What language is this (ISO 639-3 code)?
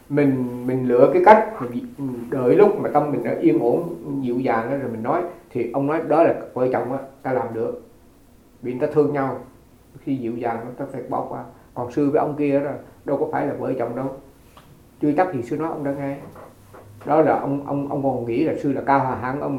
vie